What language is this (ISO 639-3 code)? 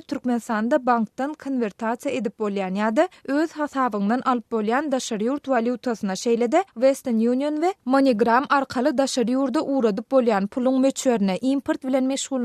tuk